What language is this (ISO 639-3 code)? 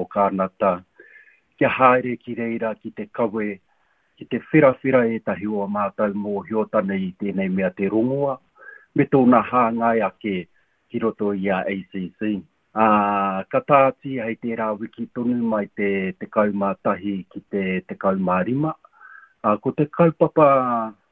mri